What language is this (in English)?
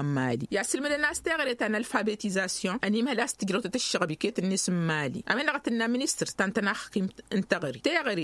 Tamasheq